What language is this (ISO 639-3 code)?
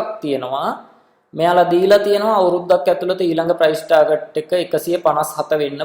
sin